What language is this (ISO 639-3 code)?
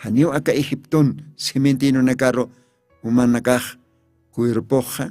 aym